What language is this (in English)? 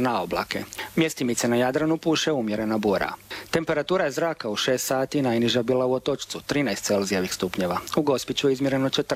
Croatian